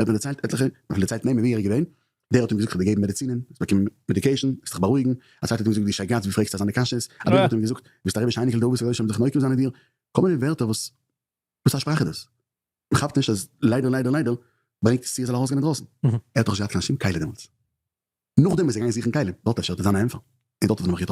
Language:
Yiddish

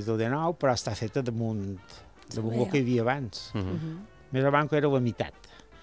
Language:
Catalan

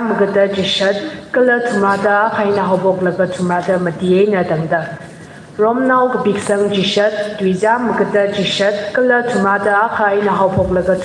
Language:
Tangkhul Naga (India)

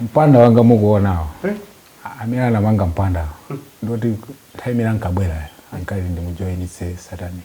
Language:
Nyanja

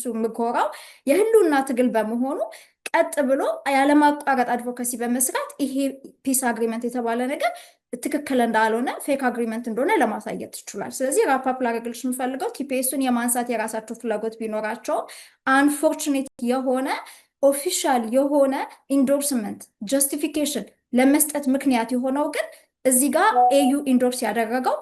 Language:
Amharic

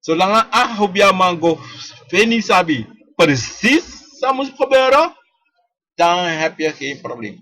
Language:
Sranan Tongo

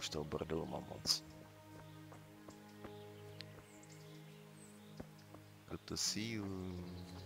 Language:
Czech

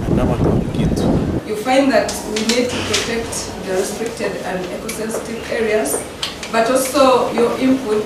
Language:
Nyankole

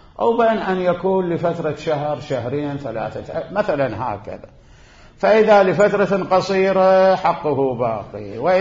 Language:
Mesopotamian Arabic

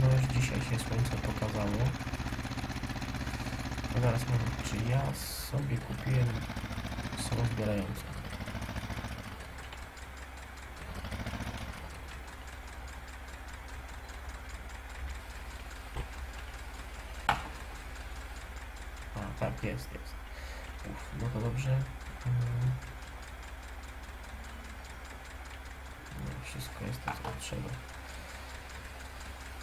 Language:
Polish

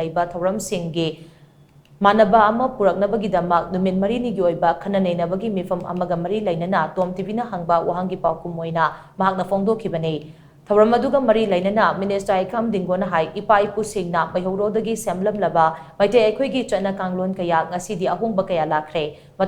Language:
Manipuri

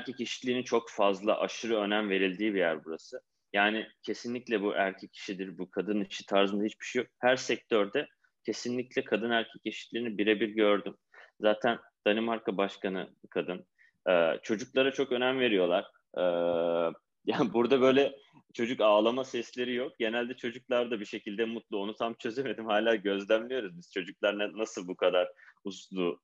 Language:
Turkish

